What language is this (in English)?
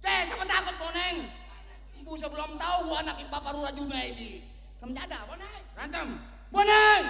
Betawi